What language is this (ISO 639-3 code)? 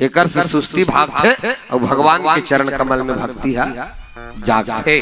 hne